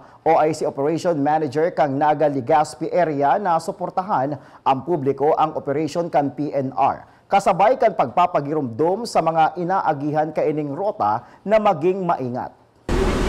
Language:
Bikol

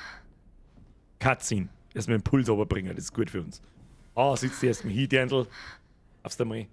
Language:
Bavarian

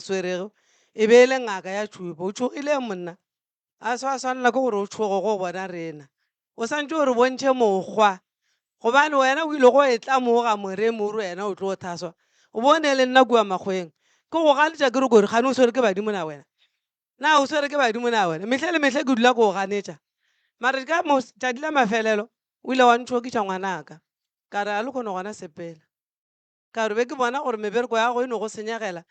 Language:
Northern Sotho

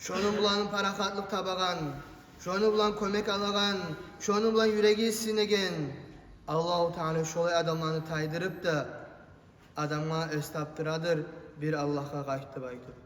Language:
Kumyk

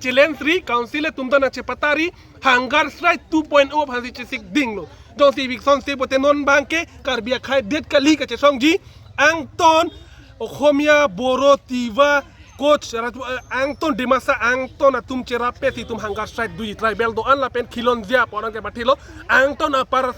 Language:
Karbi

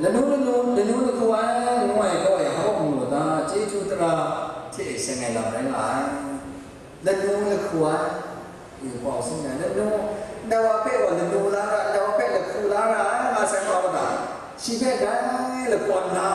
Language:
Kachin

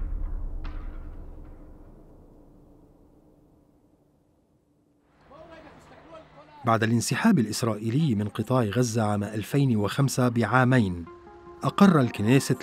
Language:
Arabic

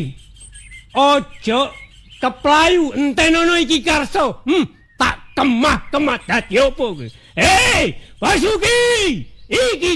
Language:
Javanese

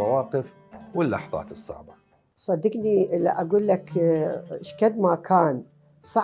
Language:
Mesopotamian Arabic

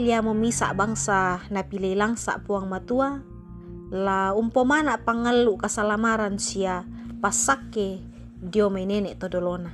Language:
Toraja-Sa'dan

